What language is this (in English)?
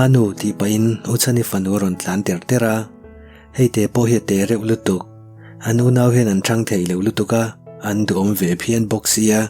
Mizo